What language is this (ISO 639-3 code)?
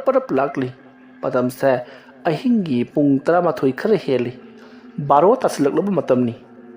mni